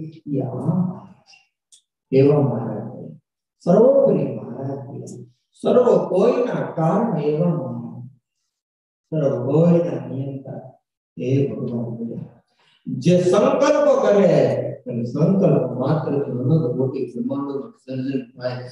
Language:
Gujarati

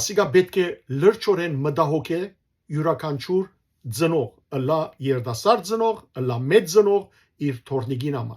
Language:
Western Armenian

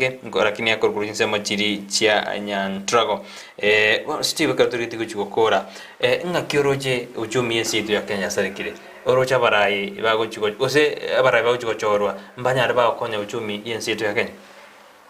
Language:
Gusii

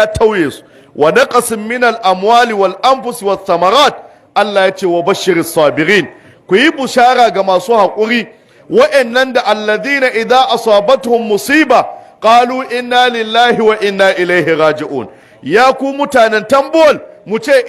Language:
Hausa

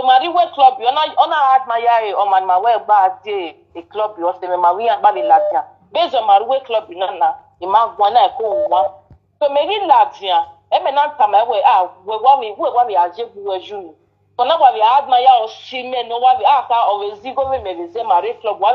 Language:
Nigerian Pidgin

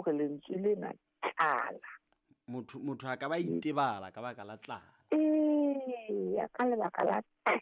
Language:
Southern Sotho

